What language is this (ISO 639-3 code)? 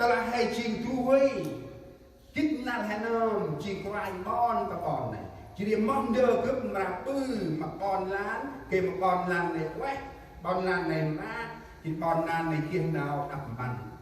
cmo